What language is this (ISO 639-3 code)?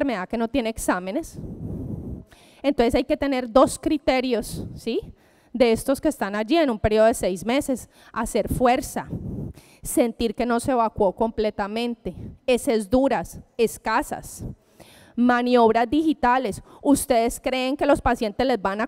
spa